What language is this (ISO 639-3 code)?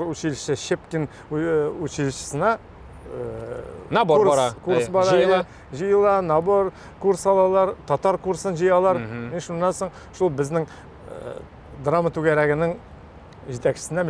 tat